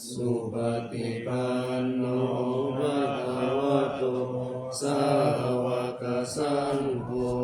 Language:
Pali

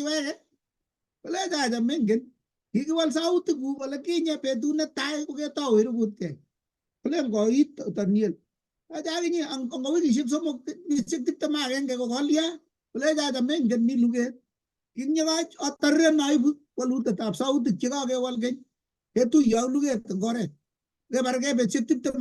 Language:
Kalenjin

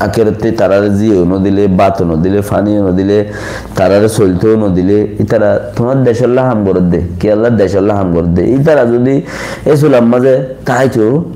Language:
Rohingya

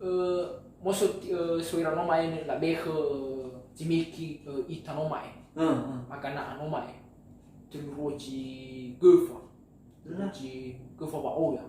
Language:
Nias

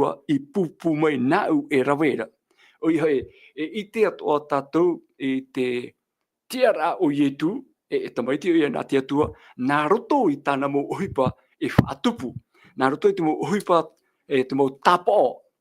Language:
Tahitian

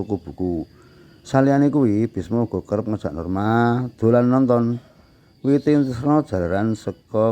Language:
Javanese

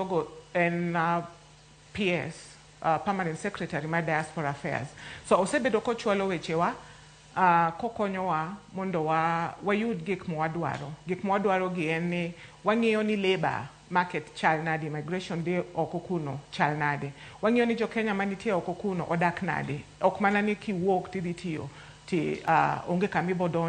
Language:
Luo (Kenya and Tanzania)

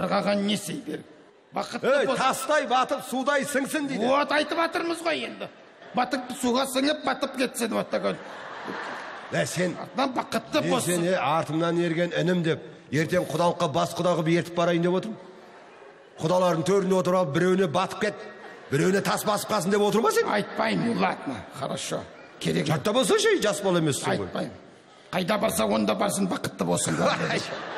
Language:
Kazakh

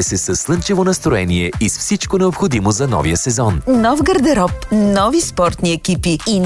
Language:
Bulgarian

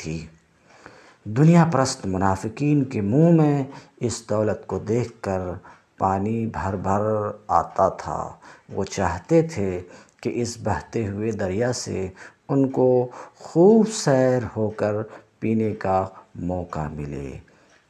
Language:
Urdu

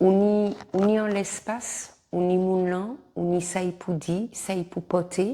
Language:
Guadeloupean Creole French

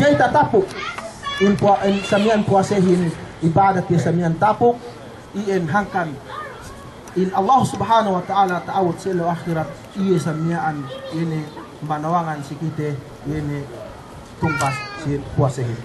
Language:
Yakan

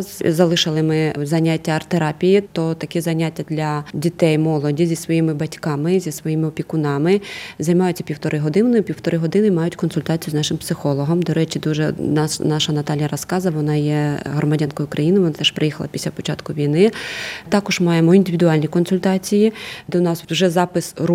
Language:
Ukrainian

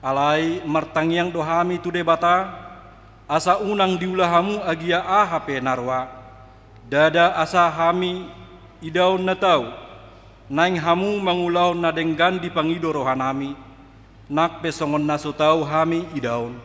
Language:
Batak Toba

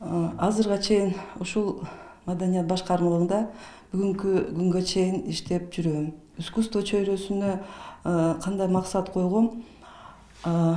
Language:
Kyrgyz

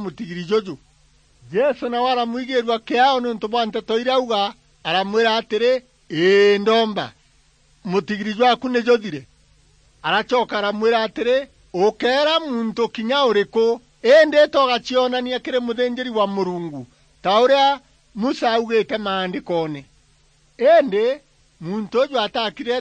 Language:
Meru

